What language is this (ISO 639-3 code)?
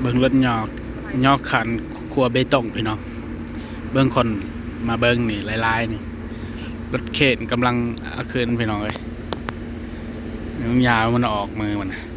lao